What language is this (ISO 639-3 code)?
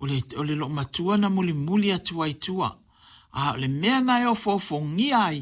smo